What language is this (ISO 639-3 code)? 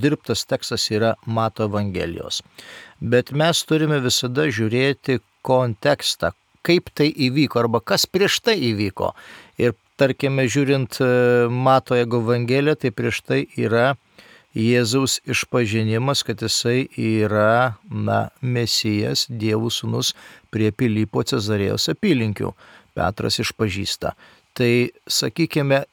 lit